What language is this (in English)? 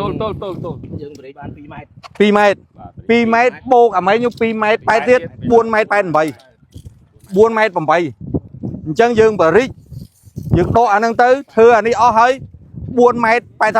Khmer